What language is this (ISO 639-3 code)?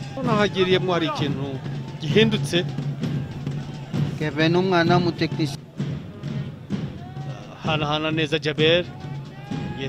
kin